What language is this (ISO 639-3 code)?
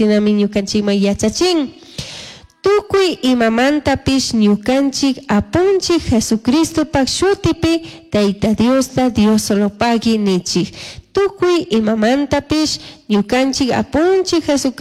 qug